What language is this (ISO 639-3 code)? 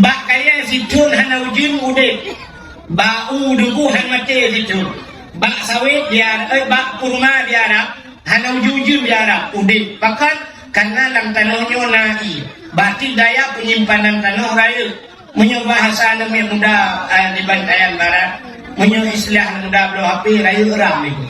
ace